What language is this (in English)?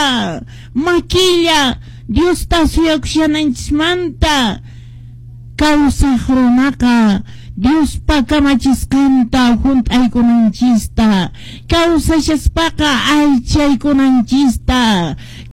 Quechua